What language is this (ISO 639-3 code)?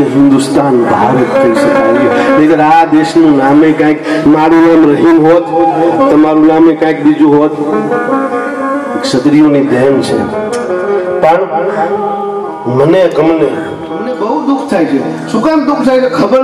guj